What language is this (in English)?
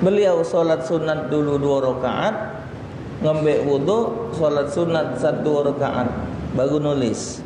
Musi